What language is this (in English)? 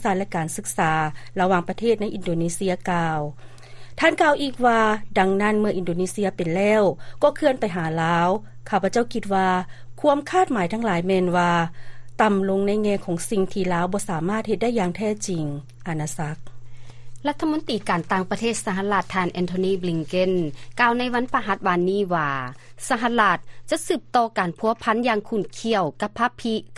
Lao